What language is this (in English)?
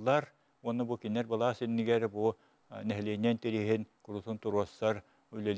Yakut